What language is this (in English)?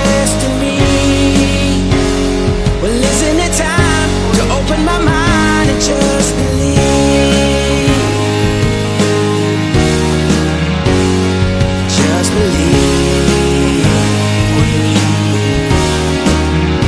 English